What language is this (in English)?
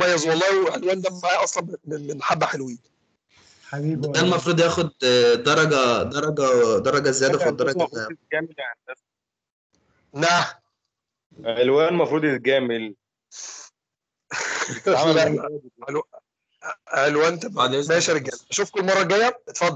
Egyptian Arabic